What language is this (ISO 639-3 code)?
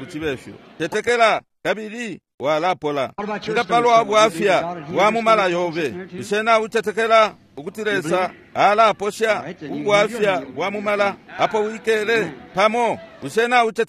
bem